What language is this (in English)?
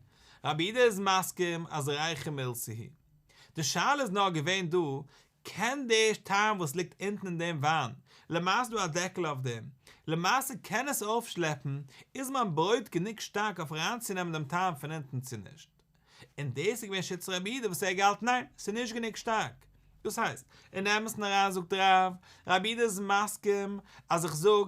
Yiddish